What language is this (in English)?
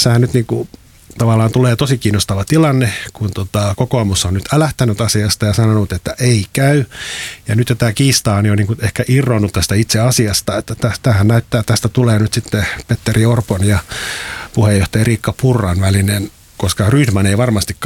Finnish